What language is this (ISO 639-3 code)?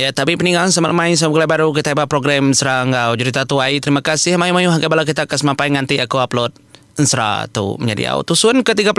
iba